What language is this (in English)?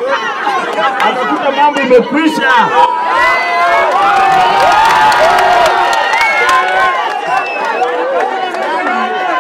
Swahili